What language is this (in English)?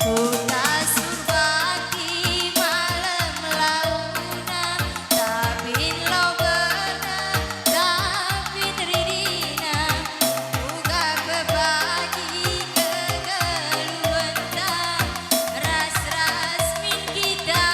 Batak Karo